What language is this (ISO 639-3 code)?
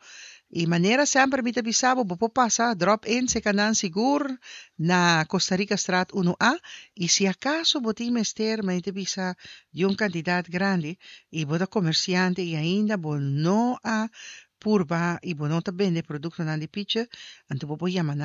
pap